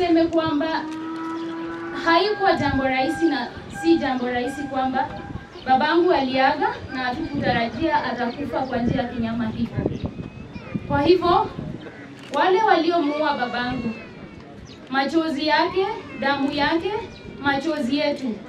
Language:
Swahili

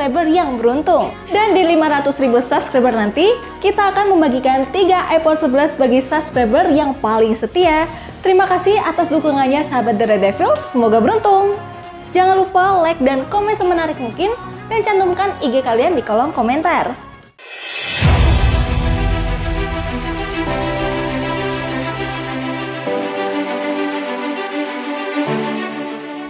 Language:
Indonesian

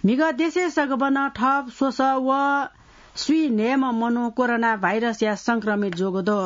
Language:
Newari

